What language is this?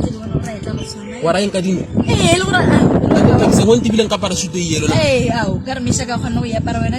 Tswana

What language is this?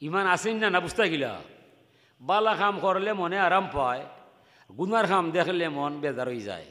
Sylheti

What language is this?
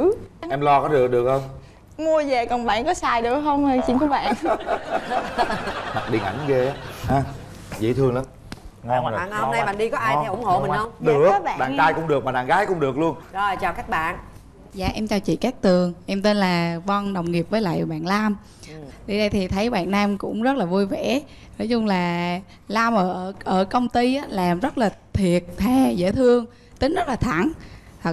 Vietnamese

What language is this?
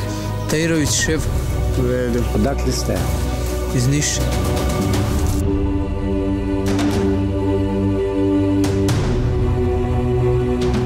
Serbian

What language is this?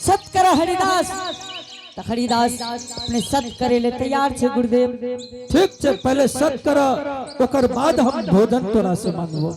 Angika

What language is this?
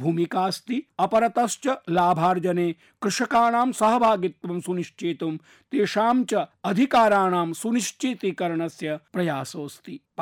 Sanskrit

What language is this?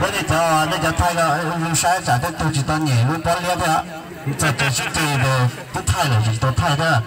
Hmong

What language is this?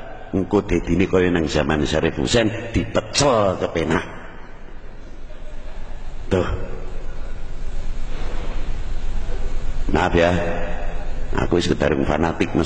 Javanese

